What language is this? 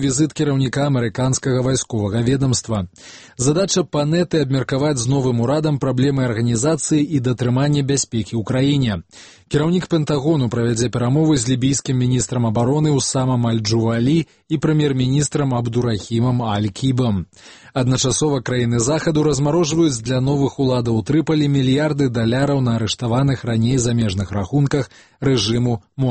Belarusian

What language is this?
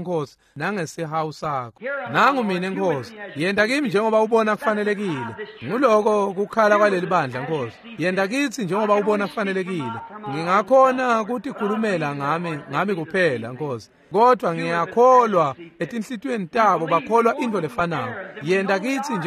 Swati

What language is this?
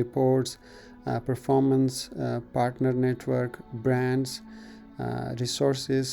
Pashto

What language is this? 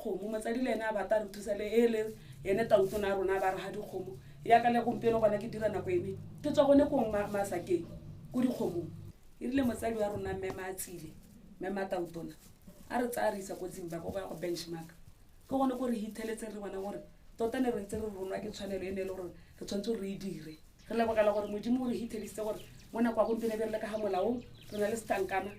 Tswana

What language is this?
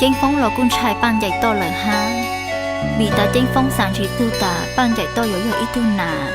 Hmong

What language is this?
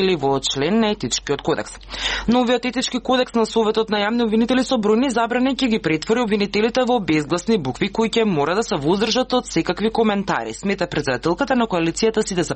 Macedonian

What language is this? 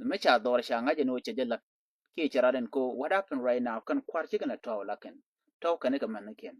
Nuer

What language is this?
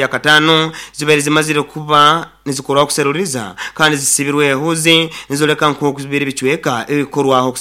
Nyoro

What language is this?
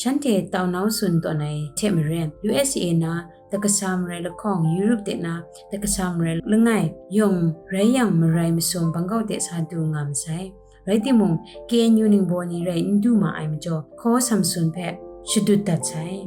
Kachin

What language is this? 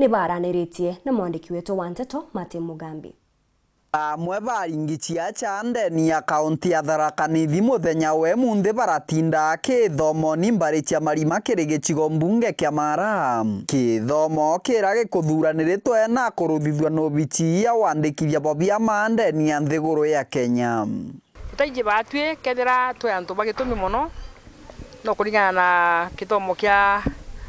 Meru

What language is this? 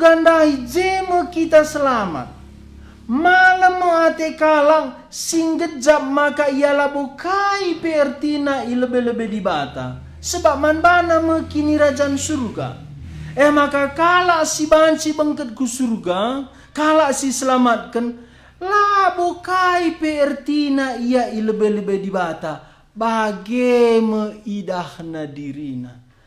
Batak Karo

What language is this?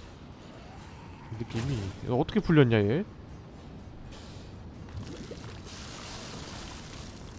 Korean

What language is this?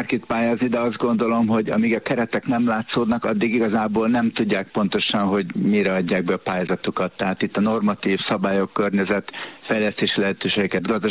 Hungarian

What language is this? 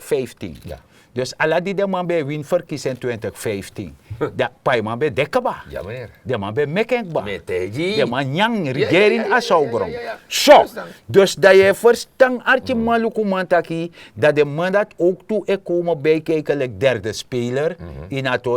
Sranan Tongo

